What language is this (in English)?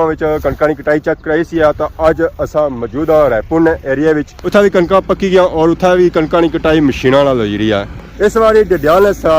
Pahari-Potwari